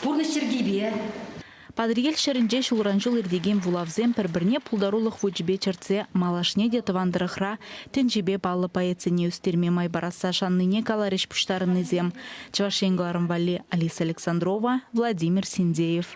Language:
Chuvash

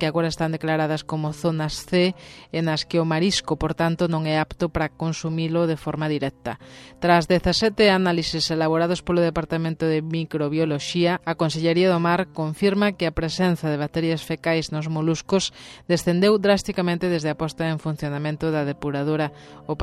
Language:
Galician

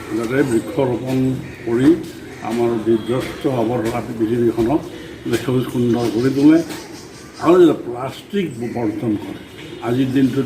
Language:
Assamese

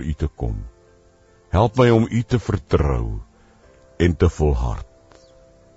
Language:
Afrikaans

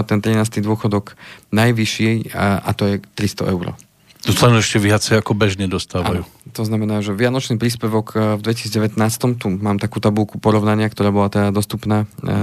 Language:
Slovak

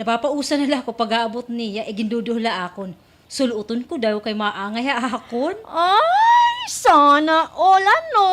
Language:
Waray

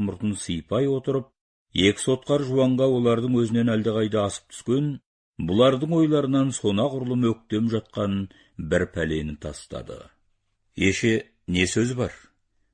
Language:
Kazakh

